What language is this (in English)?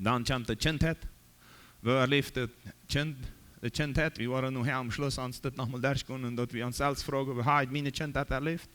Plautdietsch